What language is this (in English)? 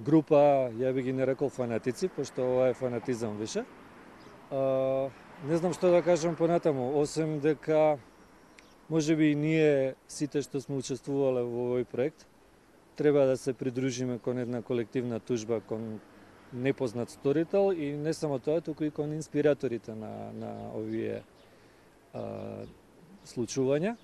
Macedonian